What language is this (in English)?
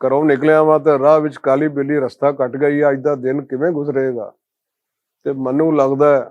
Western Panjabi